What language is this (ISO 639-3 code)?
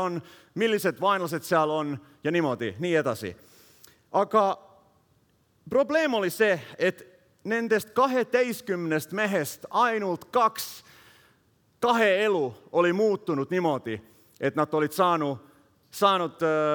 est